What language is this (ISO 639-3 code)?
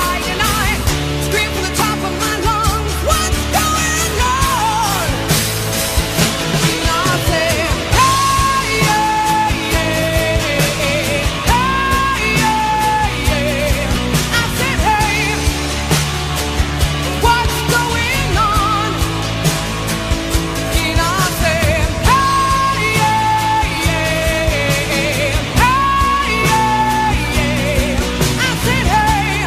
eng